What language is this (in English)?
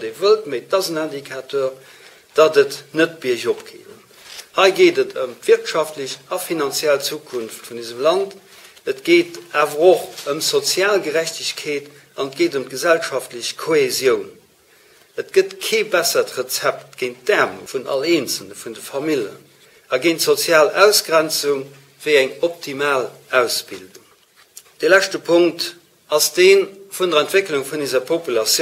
Luxembourgish